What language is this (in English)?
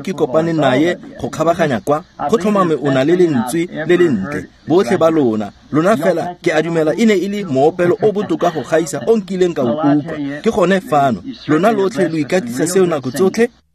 Tswana